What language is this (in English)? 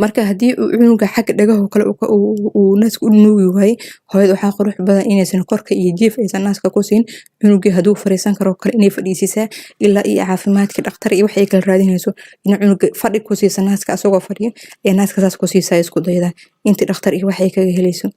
Somali